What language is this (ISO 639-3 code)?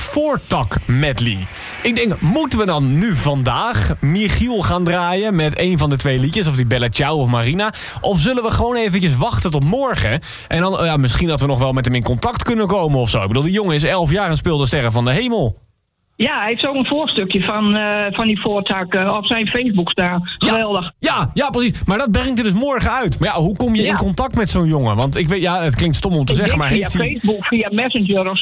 nld